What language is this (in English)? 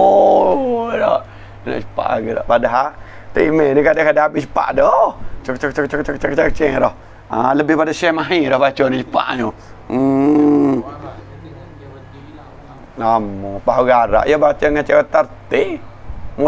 Malay